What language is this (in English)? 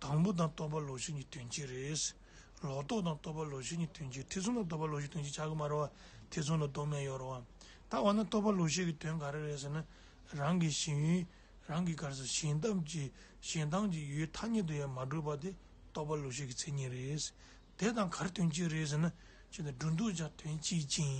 Tibetan